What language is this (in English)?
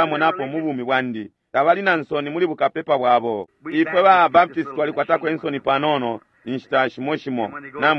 Bemba